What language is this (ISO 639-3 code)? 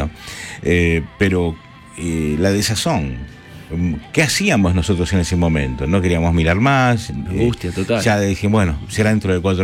spa